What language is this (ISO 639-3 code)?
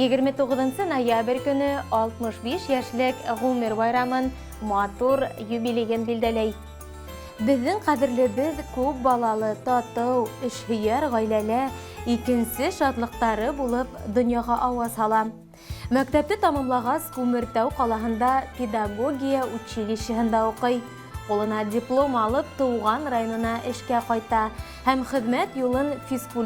bak